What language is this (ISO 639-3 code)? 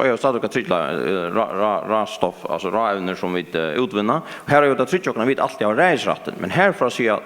fao